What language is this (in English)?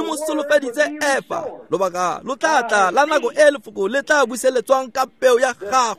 Tswana